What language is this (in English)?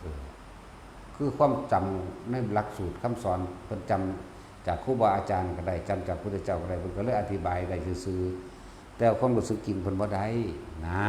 Northeastern Thai